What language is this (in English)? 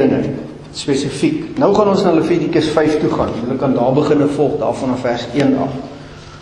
Afrikaans